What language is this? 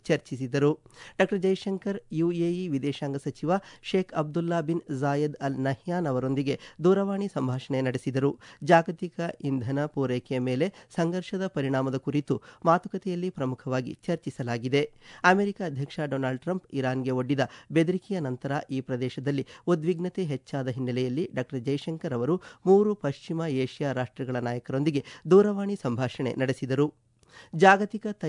Kannada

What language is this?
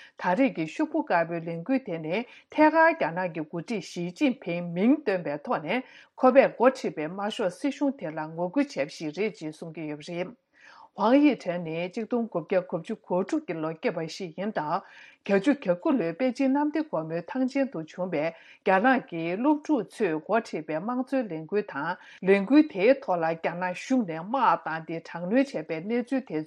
Tibetan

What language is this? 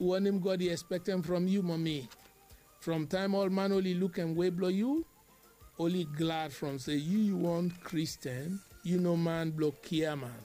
Bislama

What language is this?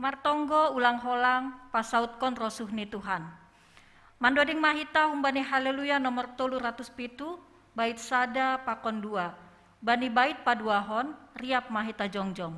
Batak Simalungun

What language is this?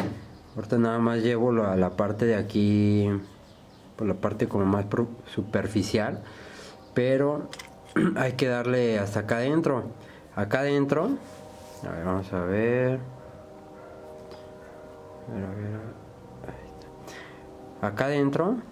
Spanish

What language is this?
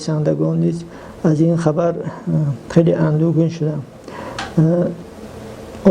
Tajik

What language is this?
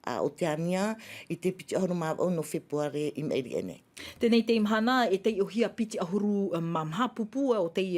Tahitian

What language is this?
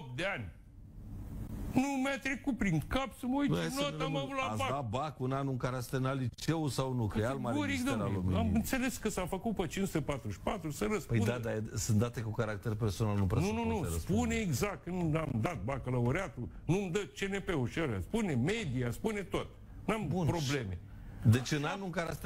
Romanian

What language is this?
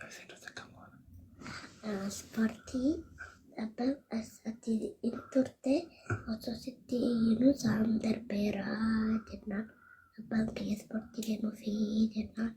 Oromo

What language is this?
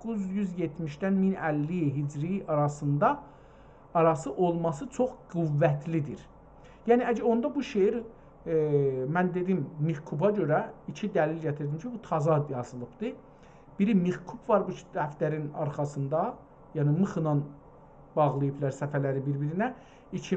South Azerbaijani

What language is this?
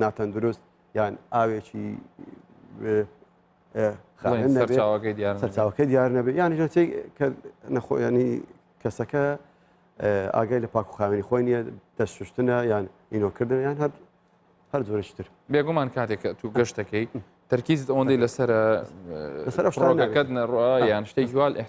Central Kurdish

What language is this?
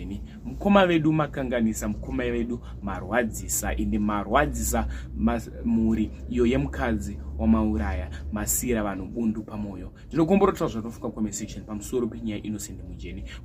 Shona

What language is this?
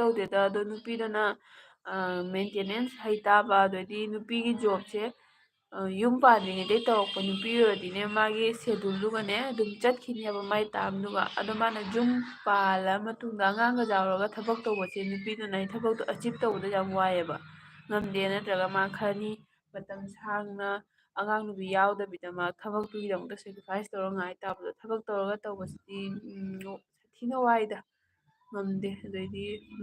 Manipuri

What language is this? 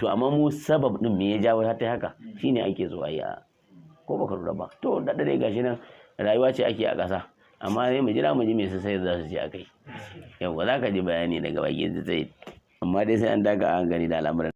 Hausa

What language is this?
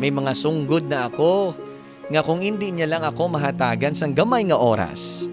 Hiligaynon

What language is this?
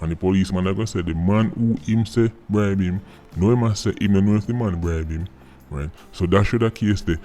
Jamaican Creole English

